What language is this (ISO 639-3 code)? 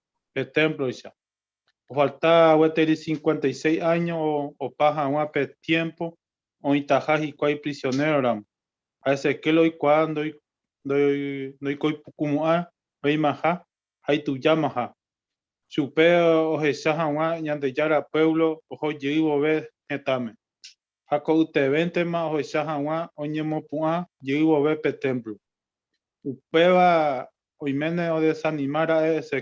grn